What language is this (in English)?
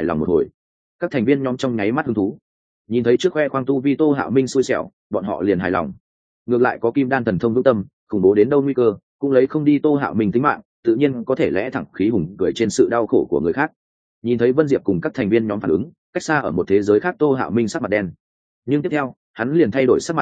Vietnamese